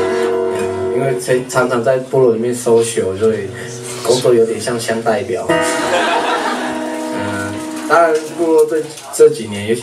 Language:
Chinese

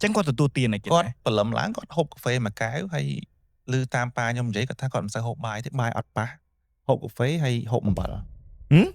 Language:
Khmer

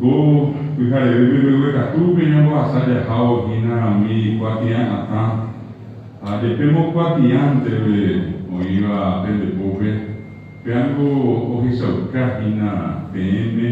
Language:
Guarani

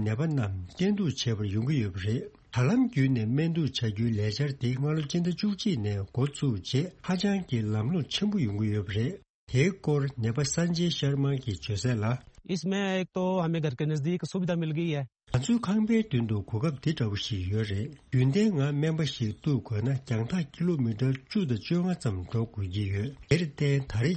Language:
Tibetan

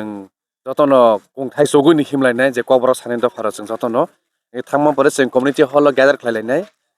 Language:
Kok Borok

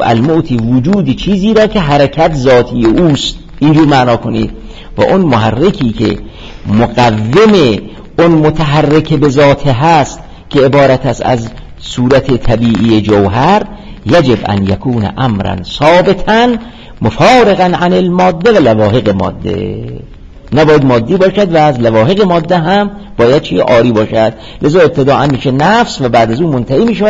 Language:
Persian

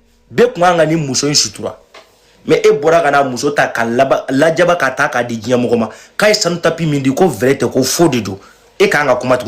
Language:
Bambara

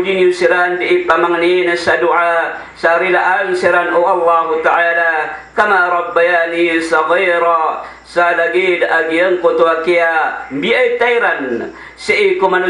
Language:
Maranao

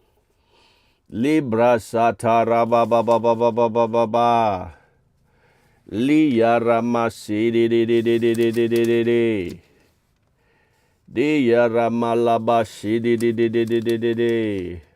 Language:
S'gaw Karen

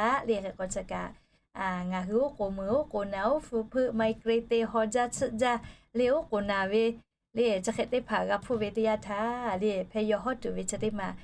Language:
Lahu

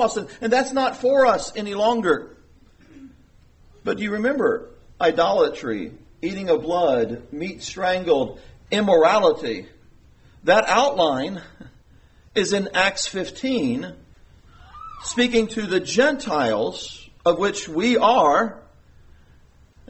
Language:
English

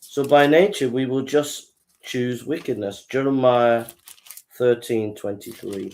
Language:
English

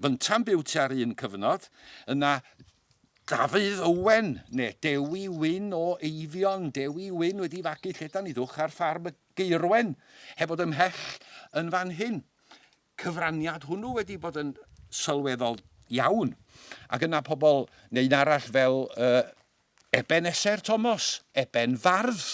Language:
Welsh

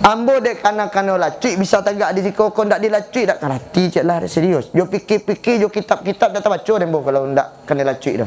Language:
Minangkabau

